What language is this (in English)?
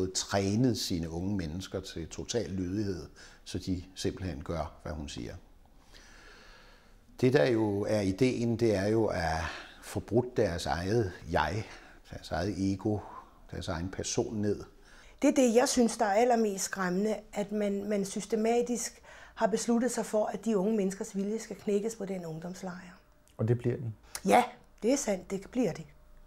Danish